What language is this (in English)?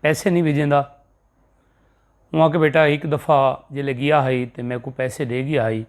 Saraiki